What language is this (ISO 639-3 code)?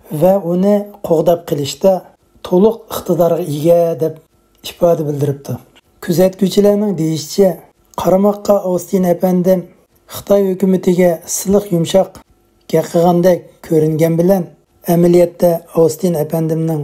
uig